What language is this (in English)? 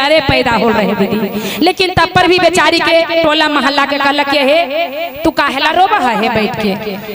Magahi